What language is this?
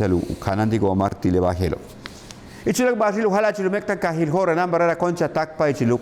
Yucateco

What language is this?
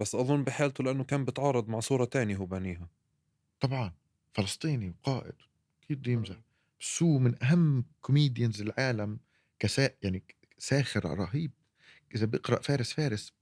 North Levantine Arabic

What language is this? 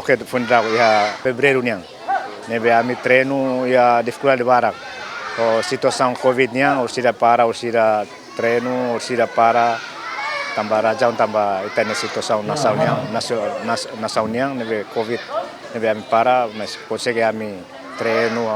Tetum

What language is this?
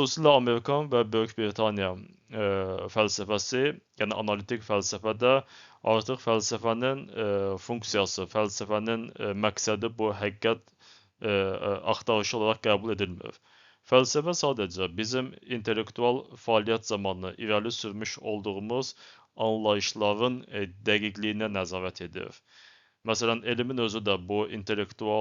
Azerbaijani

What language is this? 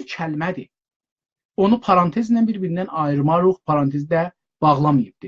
South Azerbaijani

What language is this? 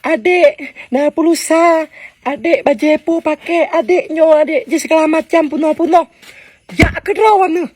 Achinese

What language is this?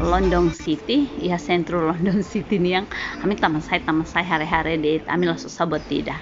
Tetum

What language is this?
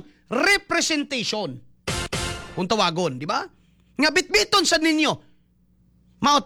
Cebuano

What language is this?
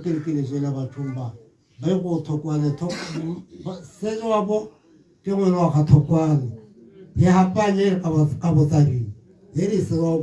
Tswana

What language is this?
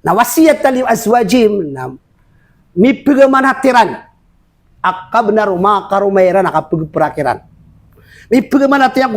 Maranao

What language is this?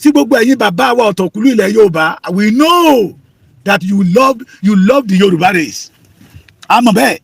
Yoruba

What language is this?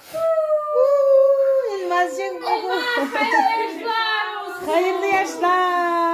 Crimean Tatar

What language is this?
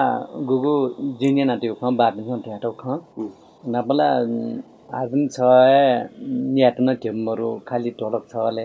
Newari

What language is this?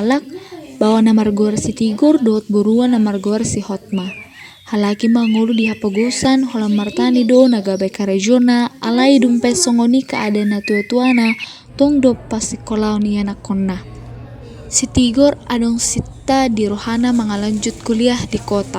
Batak Toba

